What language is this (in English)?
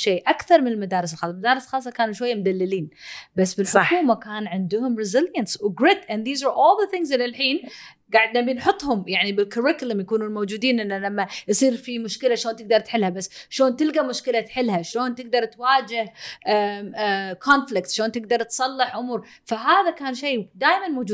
Gulf Arabic